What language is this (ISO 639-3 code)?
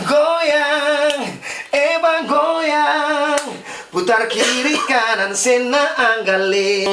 abs